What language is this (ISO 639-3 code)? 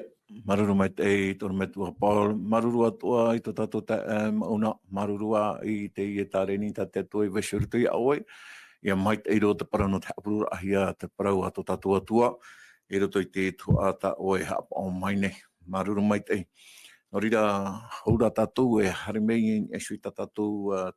tah